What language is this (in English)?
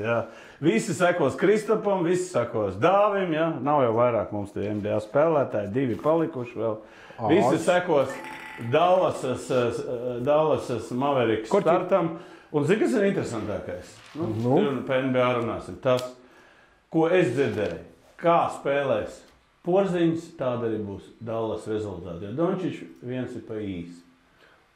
Latvian